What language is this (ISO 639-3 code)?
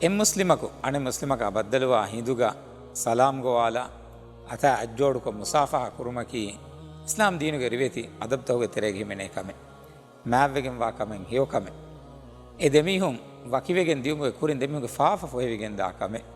div